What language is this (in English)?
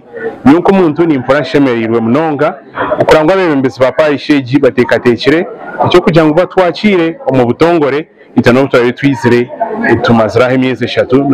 Nyankole